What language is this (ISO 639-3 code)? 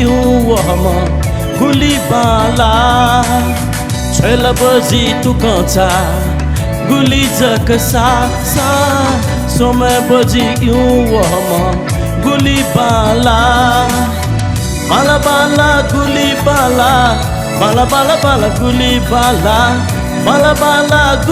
new